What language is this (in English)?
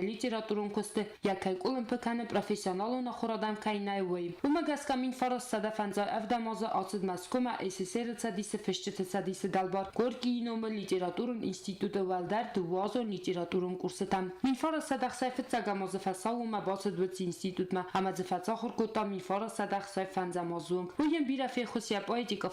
Ossetic